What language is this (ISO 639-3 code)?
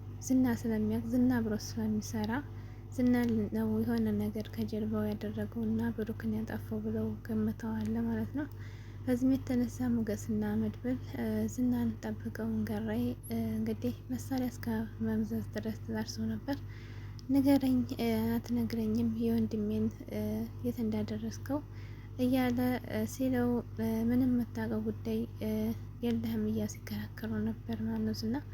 amh